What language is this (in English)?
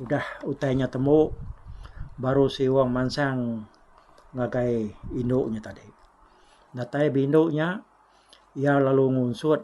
Iban